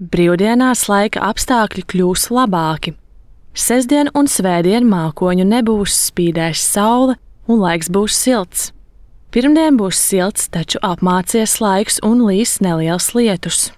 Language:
Latvian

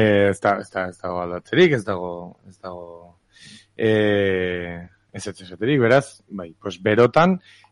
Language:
Basque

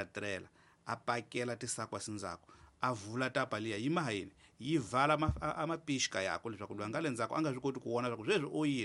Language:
Tsonga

